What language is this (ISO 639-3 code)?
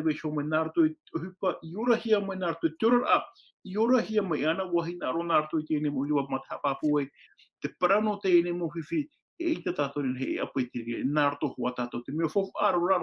tah